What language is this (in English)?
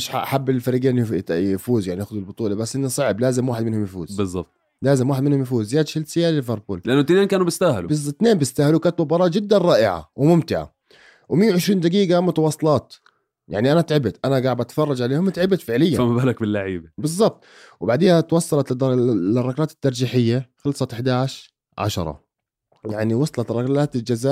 North Levantine Arabic